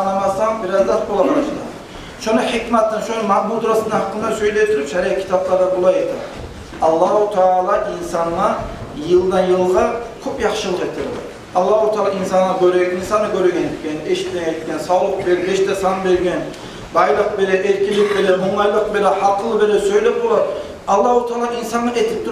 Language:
Kumyk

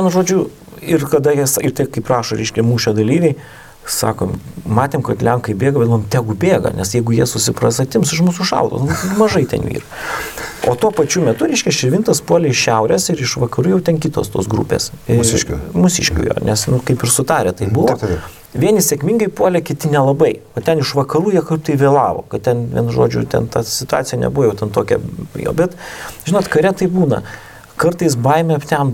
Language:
Lithuanian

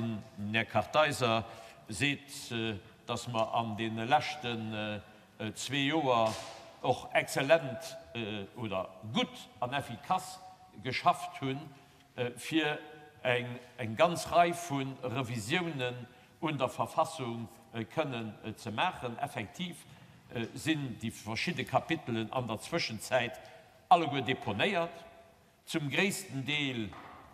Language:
Luxembourgish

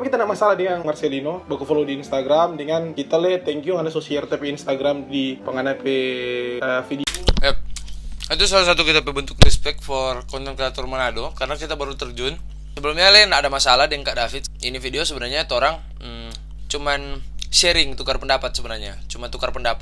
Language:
Manado Malay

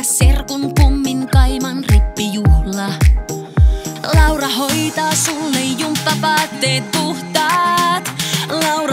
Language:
Finnish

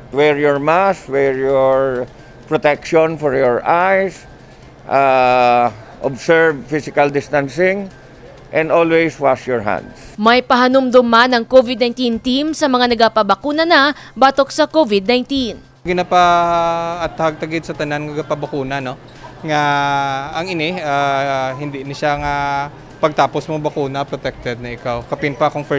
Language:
Hiligaynon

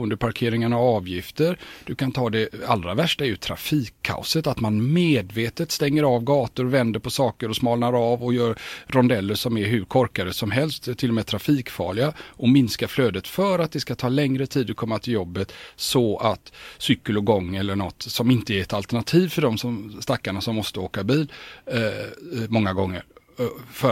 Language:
Swedish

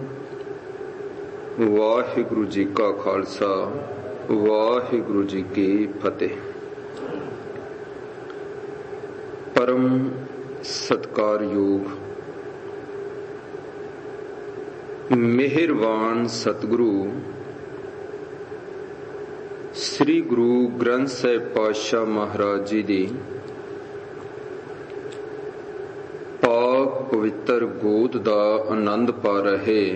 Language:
Punjabi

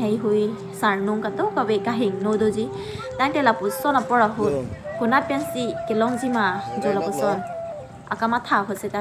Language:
Karbi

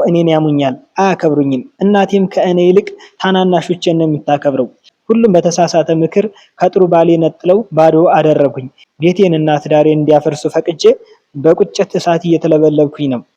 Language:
Amharic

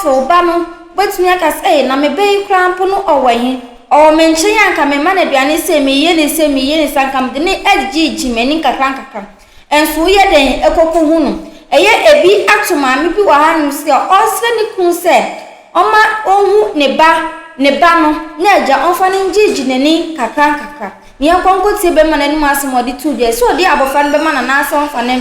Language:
Akan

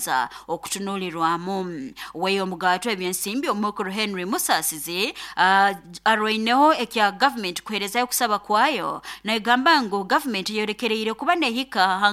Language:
Nyoro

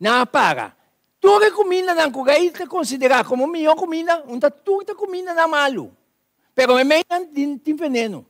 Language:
Papiamento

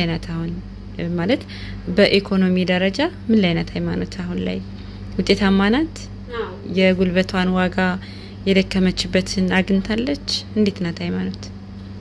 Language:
Amharic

